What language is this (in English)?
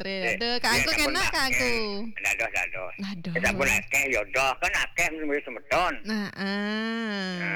Balinese